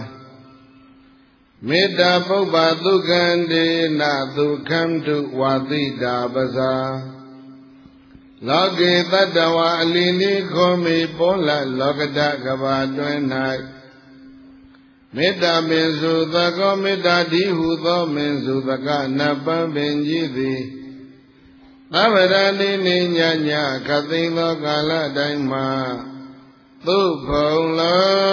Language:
Burmese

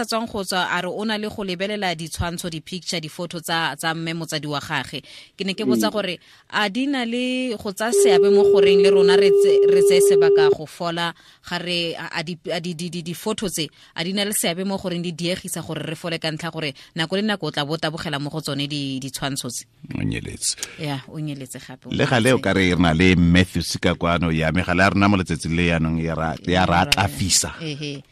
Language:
Tswana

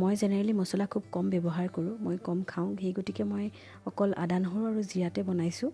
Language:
Assamese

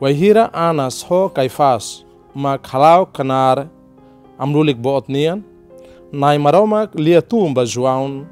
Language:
Tetum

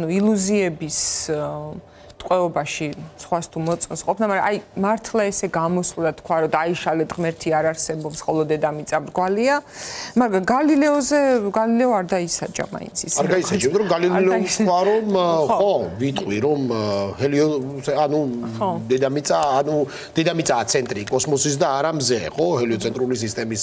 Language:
Georgian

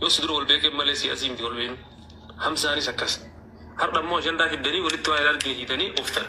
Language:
Oromo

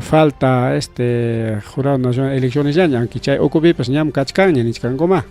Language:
Ayacucho Quechua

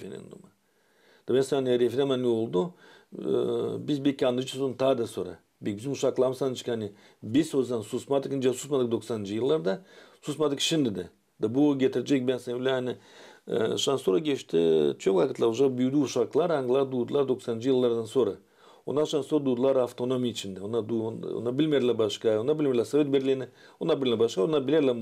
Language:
Gagauz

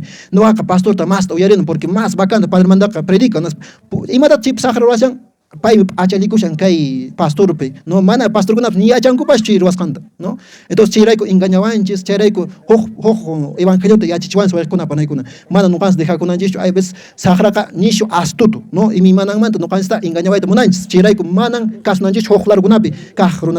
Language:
Quechua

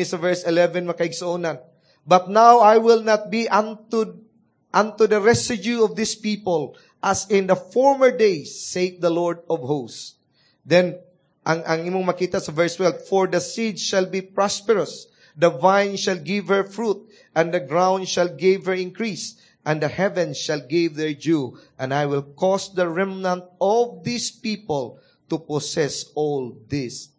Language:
Cebuano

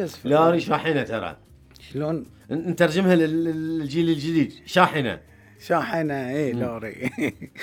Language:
Gulf Arabic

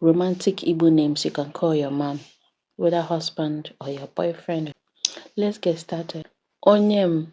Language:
Igbo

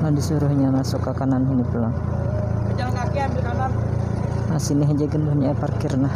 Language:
Banjar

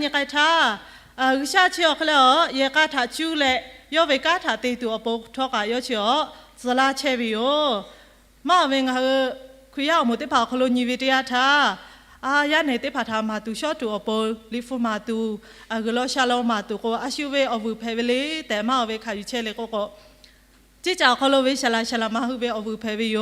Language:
Lahu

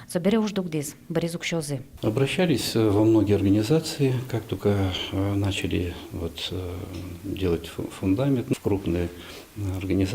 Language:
Udmurt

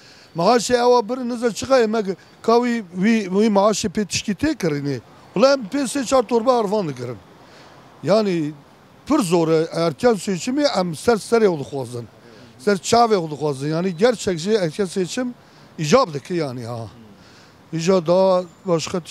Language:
Kurdish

